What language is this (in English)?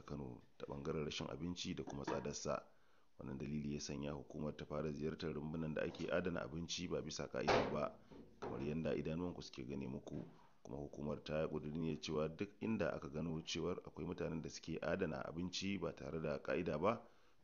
Hausa